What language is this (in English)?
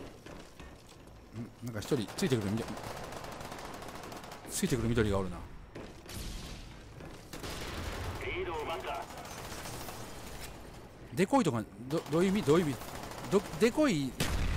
Japanese